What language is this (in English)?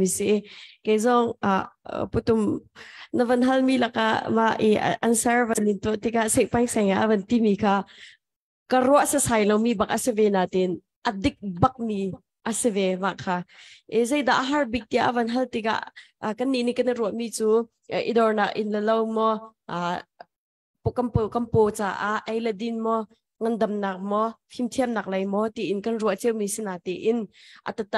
Hakha Chin